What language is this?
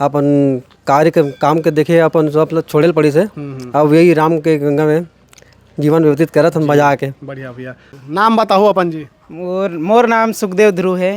Chhattisgarhi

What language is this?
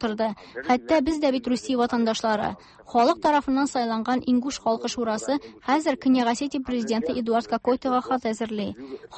Tatar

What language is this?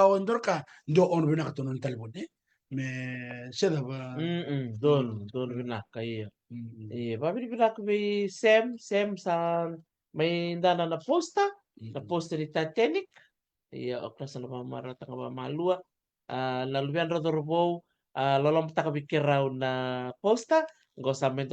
Fijian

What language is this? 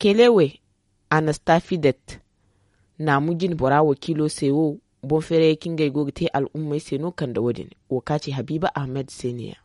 Zarma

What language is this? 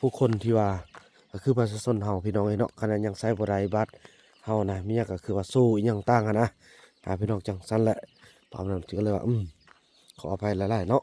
Lao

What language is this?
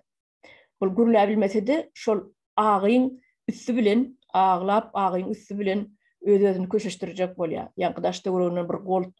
Turkmen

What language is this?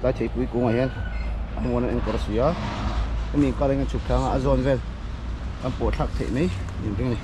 Mizo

